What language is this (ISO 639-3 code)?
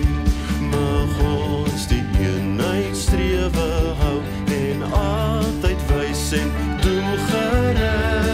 afr